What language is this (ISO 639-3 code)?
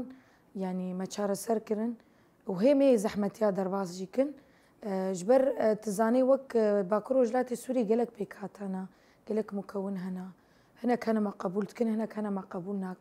kur